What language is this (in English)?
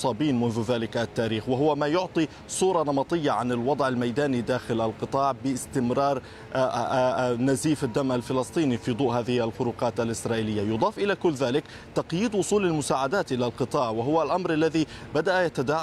Arabic